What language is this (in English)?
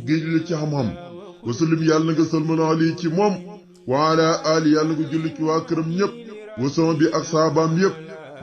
Wolof